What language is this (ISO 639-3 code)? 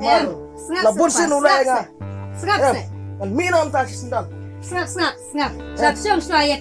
kha